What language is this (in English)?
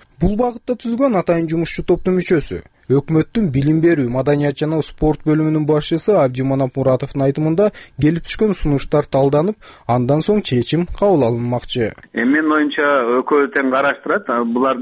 Kyrgyz